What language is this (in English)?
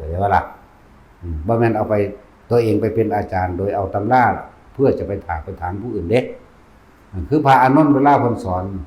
Lao